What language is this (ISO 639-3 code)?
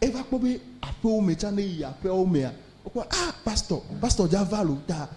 ewe